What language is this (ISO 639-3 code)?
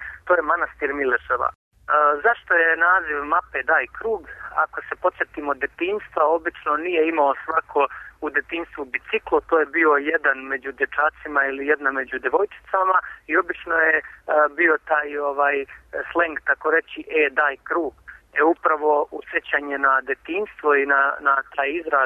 srp